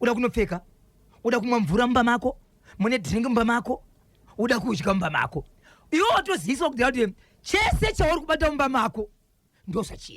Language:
Shona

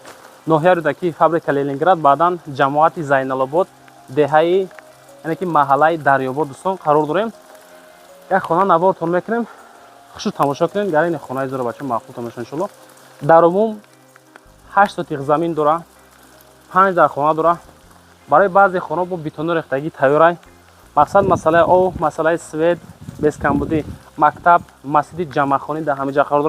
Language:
Tajik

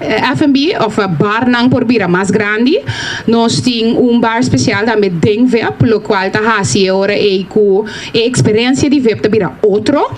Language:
Papiamento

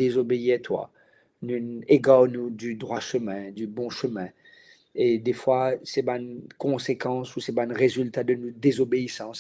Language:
Morisyen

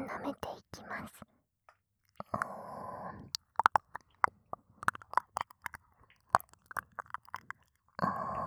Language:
Japanese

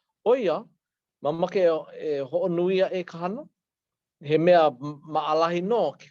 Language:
Hawaiian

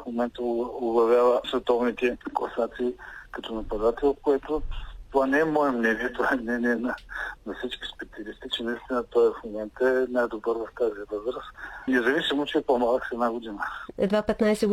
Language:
Bulgarian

